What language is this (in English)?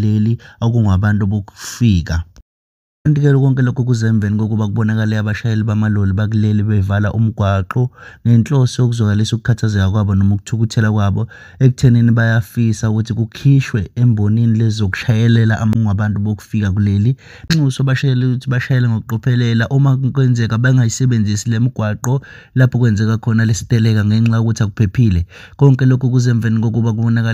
Zulu